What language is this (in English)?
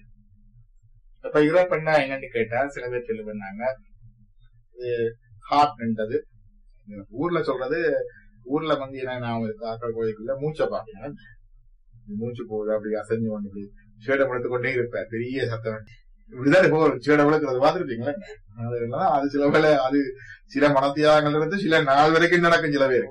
Tamil